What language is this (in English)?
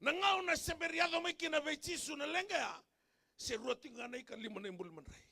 Fijian